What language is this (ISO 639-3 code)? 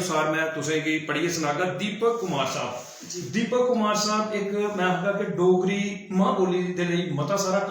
doi